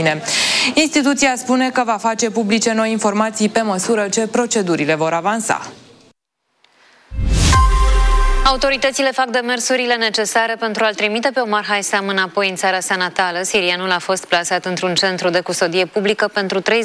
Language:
Romanian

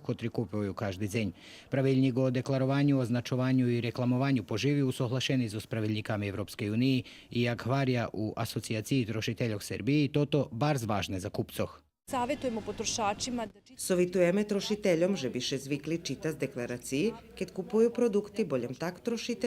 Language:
Rusyn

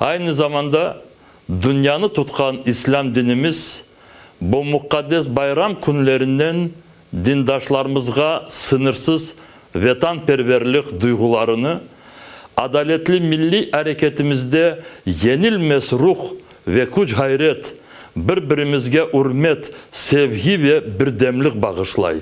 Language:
Crimean Tatar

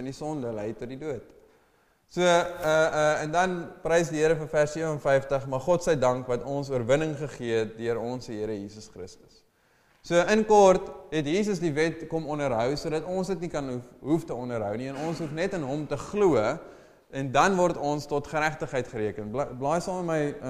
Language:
Afrikaans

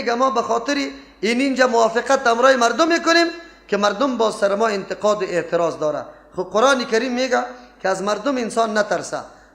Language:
Persian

